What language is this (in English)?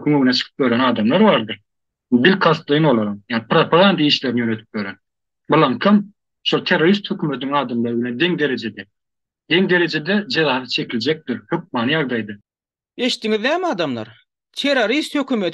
Turkmen